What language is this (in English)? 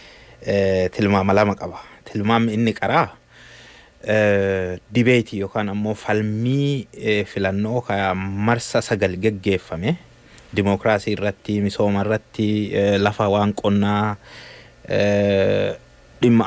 Oromo